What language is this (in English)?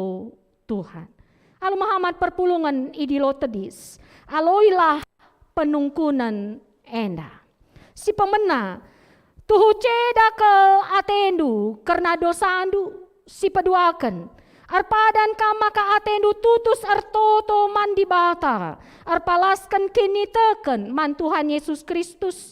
Batak Karo